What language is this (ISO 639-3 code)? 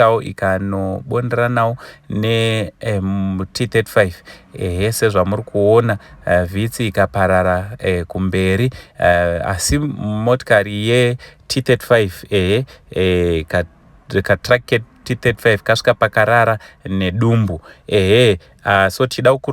sna